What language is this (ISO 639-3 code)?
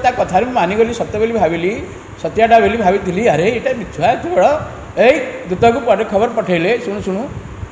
ori